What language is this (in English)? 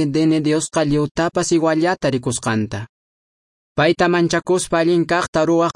Quechua